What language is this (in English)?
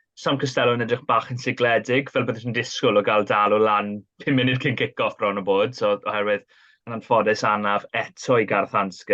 Welsh